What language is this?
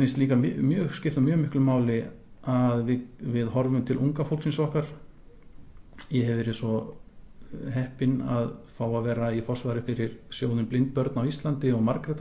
Icelandic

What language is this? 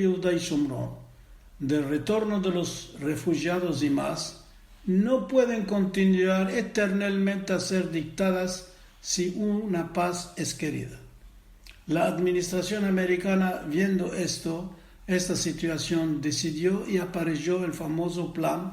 Ladino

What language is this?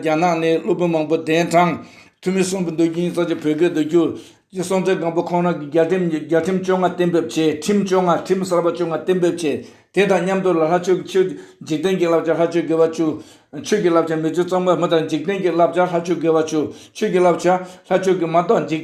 Tibetan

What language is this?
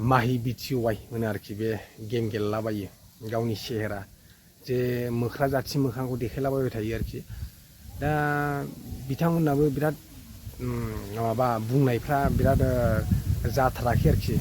Bodo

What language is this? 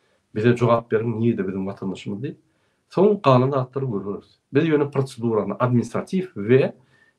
Turkmen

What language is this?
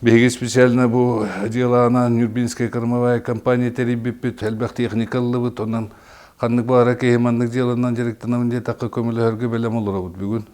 Yakut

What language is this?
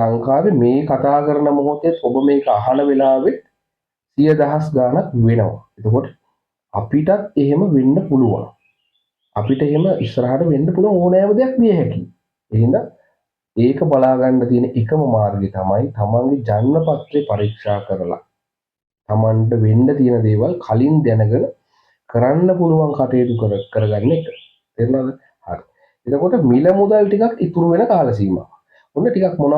Sinhala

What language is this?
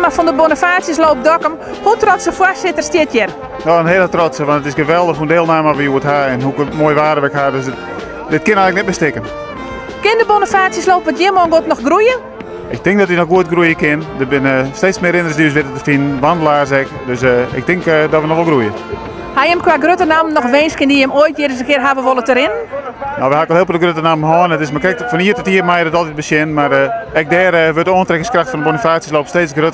Western Frisian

